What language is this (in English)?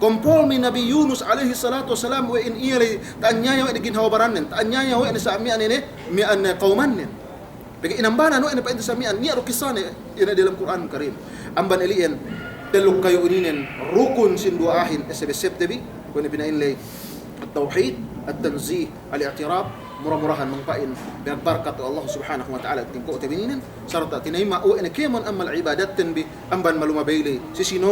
Yakan